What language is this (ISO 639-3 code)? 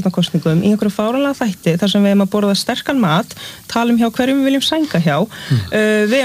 isl